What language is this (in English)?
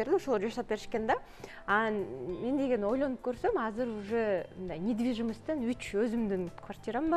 Kyrgyz